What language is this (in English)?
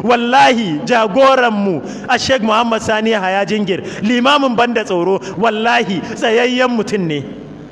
Hausa